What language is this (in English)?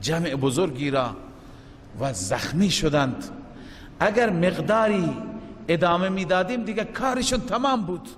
Persian